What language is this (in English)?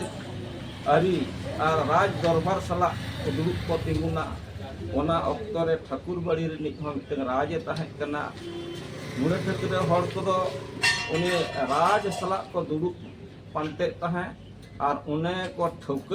Santali